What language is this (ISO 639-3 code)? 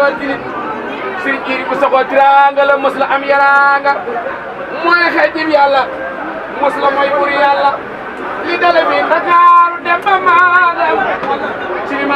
wol